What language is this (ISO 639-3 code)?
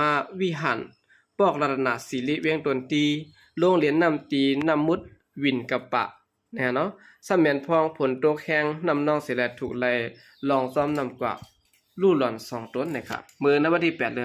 shn